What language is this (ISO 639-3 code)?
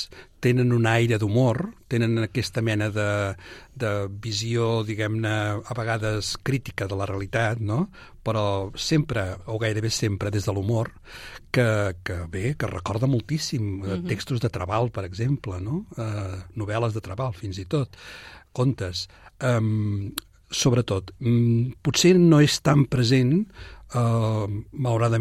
cat